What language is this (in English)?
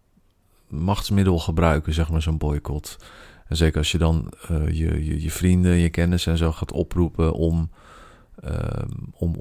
Dutch